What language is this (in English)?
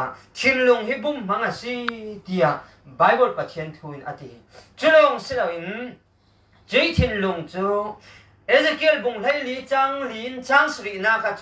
Falam Chin